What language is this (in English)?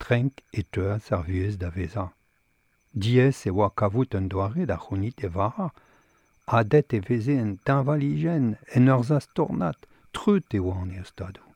Breton